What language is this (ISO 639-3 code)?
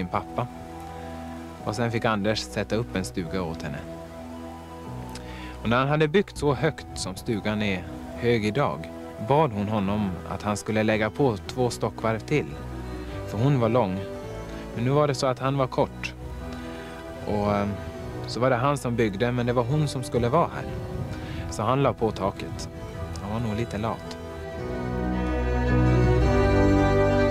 swe